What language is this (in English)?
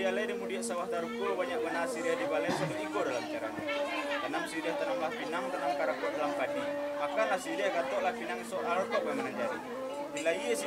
Minangkabau